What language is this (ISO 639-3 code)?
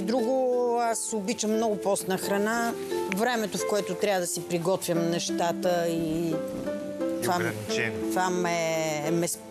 bul